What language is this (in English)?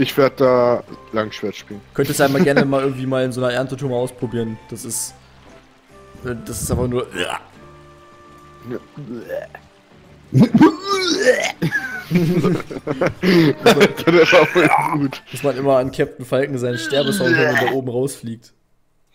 German